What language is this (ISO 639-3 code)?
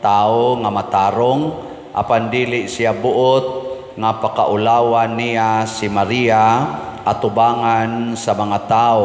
ceb